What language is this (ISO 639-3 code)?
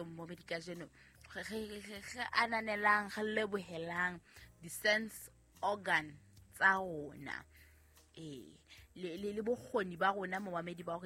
sot